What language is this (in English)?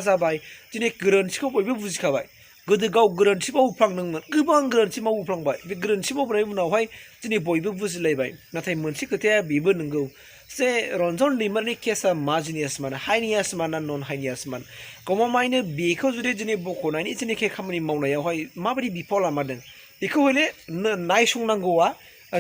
Bodo